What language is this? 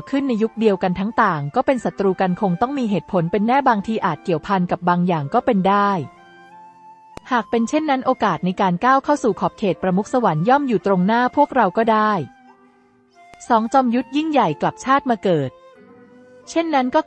Thai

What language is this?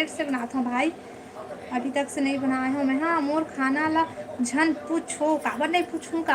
Chhattisgarhi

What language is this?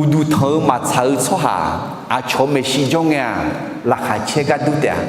Akha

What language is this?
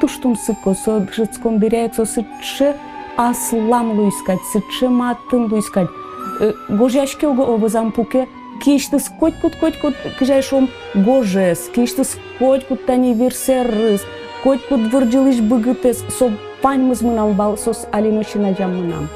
Udmurt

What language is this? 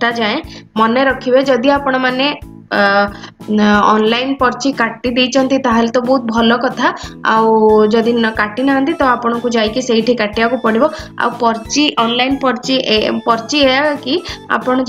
Odia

